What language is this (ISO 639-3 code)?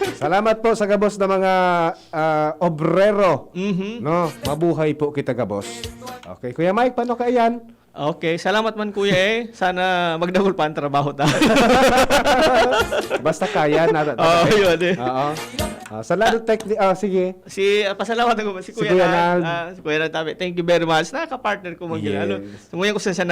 bik